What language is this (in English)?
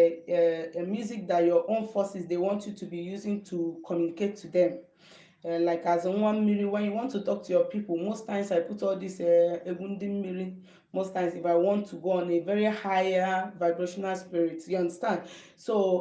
Igbo